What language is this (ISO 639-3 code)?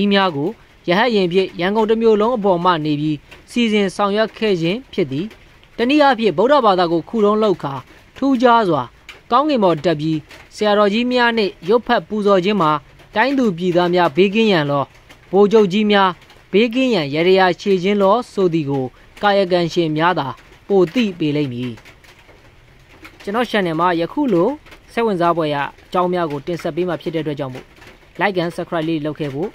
mya